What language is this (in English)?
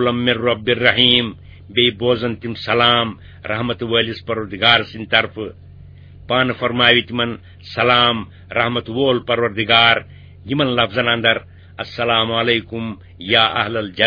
Kashmiri